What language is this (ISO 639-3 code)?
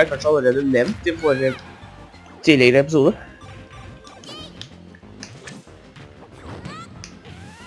nor